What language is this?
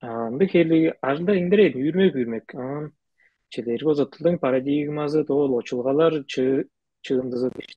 Tuvinian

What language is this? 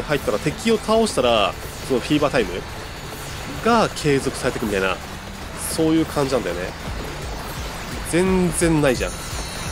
Japanese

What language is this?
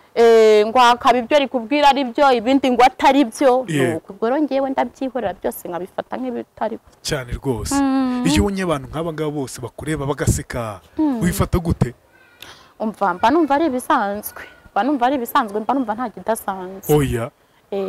Kinyarwanda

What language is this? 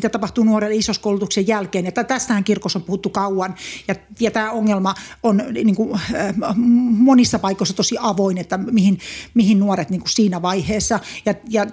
Finnish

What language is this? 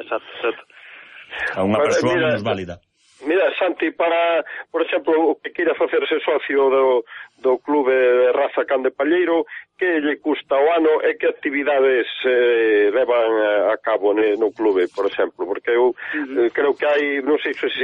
Galician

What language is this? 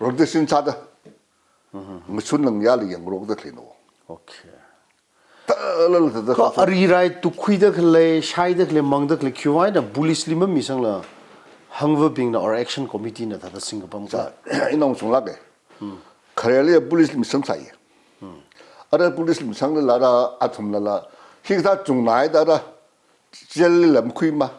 Tangkhul Naga (India)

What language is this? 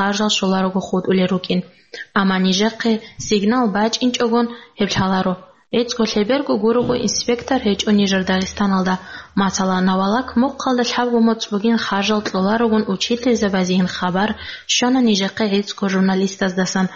Avaric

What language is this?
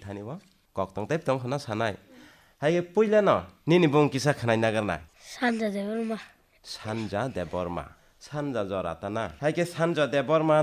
Kok Borok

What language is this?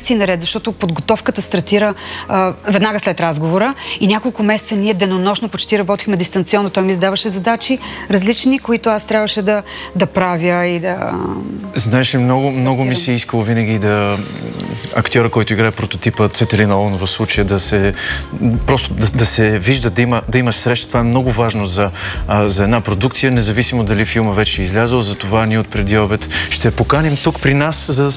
Bulgarian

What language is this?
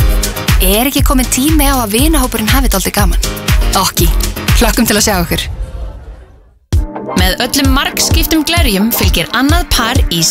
Icelandic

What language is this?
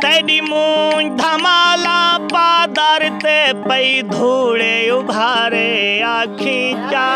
Saraiki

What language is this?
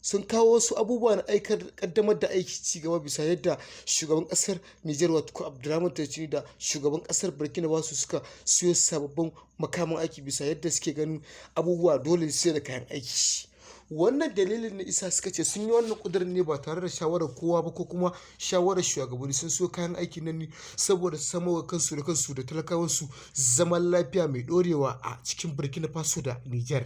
Hausa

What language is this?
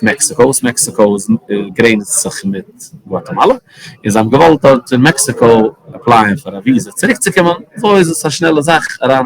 Yiddish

